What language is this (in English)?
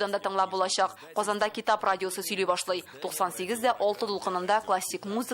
Tatar